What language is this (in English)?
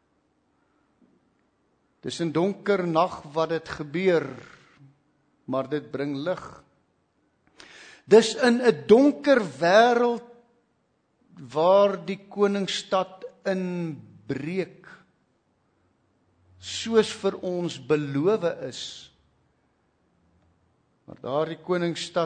Afrikaans